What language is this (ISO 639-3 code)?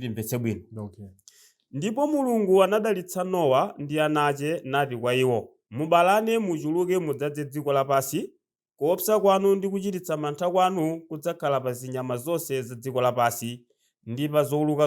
nya